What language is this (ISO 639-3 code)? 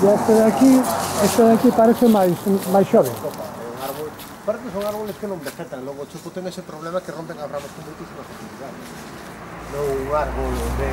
glg